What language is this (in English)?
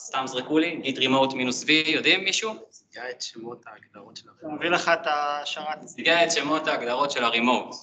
Hebrew